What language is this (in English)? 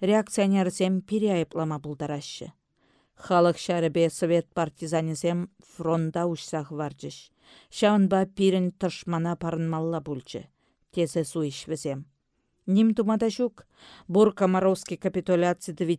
Chuvash